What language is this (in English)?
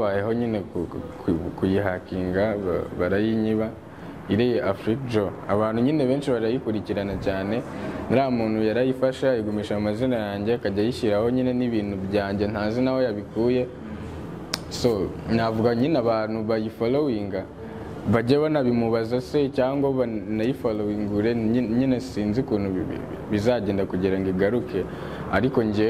Kinyarwanda